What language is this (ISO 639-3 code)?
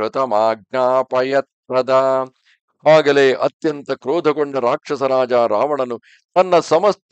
kan